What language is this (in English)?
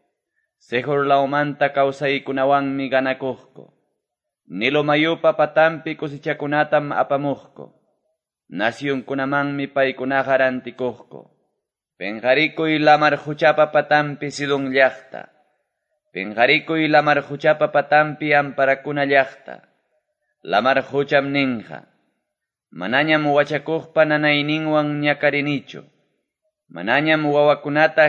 Quechua